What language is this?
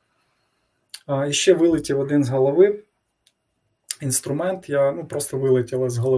Ukrainian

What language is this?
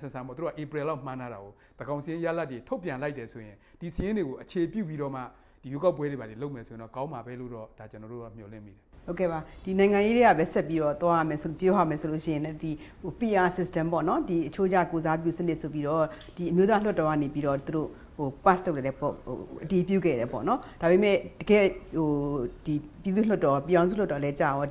Burmese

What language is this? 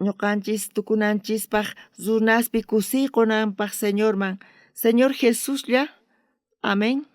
South Bolivian Quechua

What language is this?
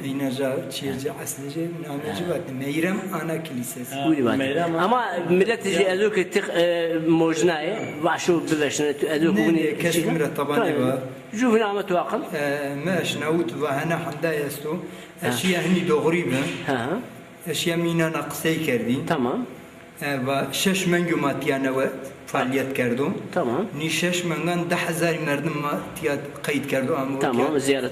Zaza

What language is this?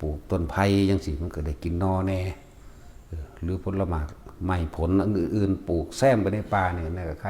Northeastern Thai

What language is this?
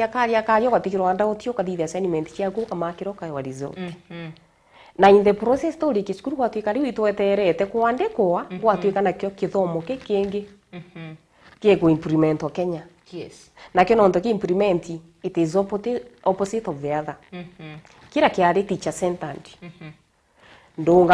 Meru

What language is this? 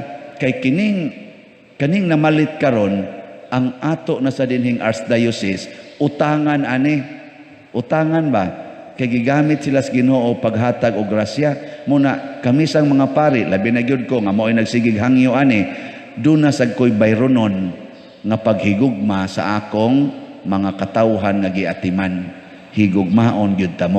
Cebuano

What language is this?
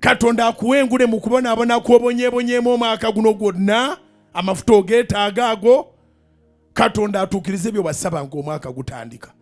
Ganda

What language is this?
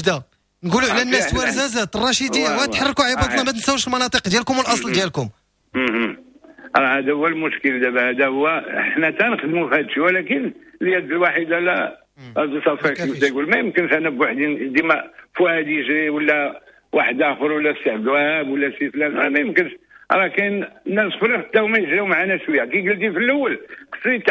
Moroccan Arabic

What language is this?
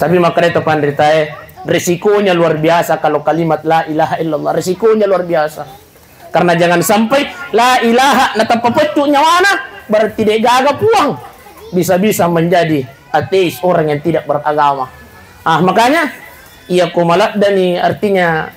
Buginese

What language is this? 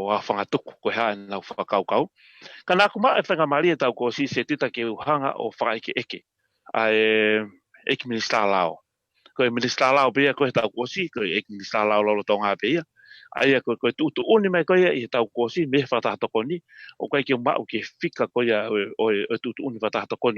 Tongan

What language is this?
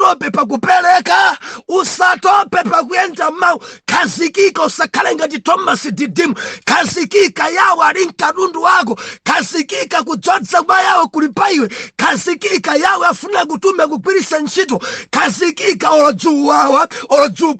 Nyanja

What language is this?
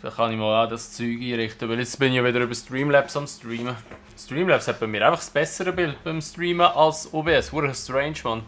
Swiss German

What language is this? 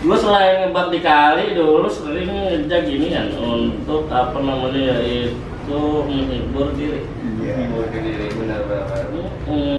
Betawi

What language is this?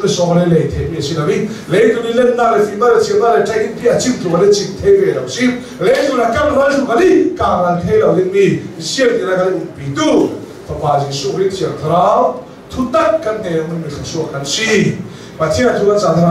Hakha Chin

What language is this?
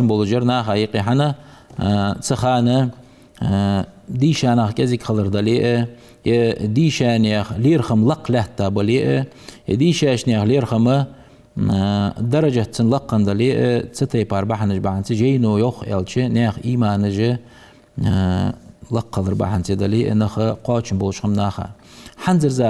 Ingush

